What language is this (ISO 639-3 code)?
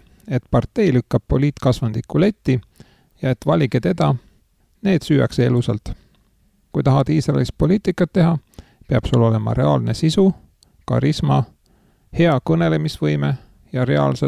est